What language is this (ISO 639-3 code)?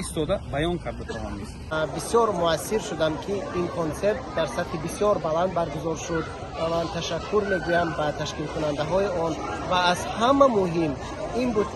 tgk